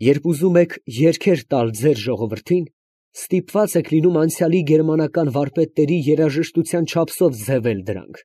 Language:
Armenian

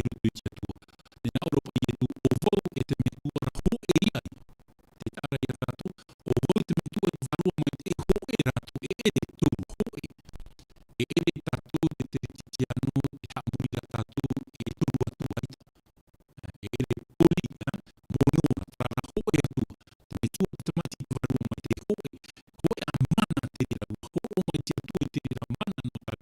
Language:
Tahitian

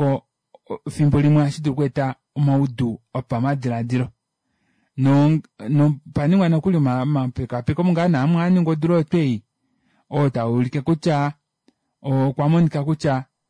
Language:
Kuanyama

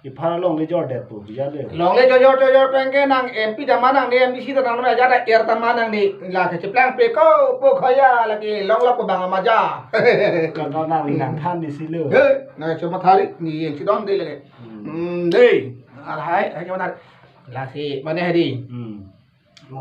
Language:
Karbi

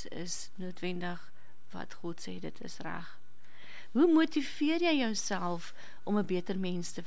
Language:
Afrikaans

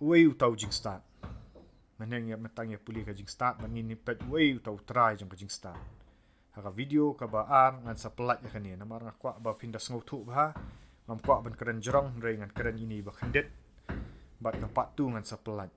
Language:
Khasi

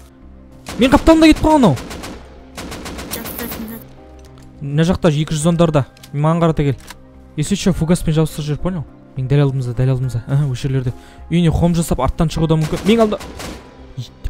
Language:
Kazakh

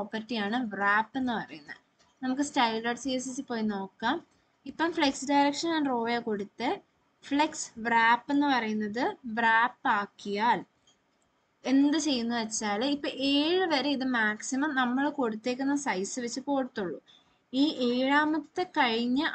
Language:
Malayalam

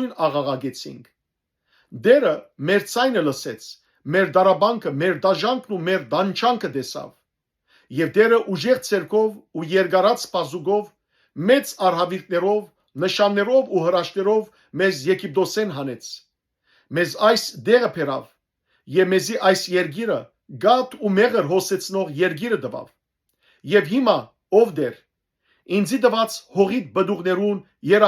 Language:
Western Armenian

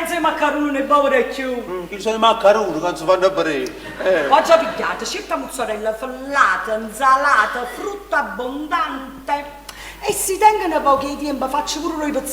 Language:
Neapolitan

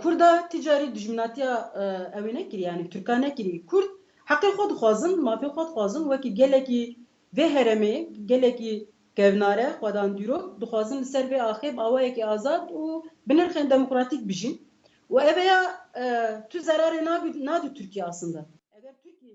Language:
Kurdish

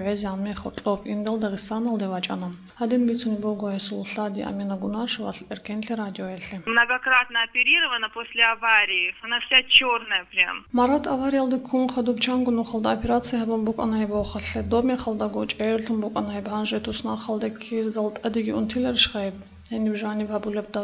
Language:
Avaric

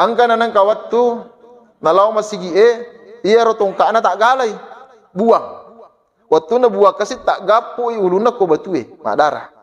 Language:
Buginese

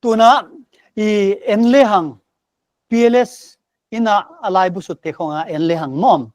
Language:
Paite Chin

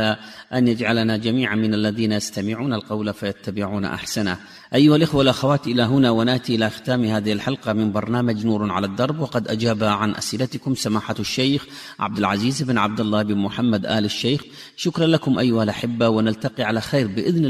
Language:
Arabic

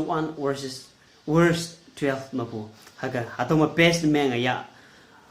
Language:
Konyak Naga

